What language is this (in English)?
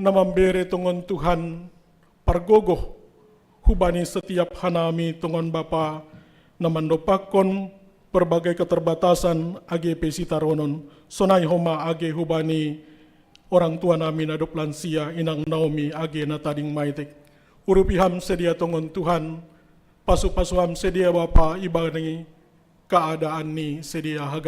Batak Simalungun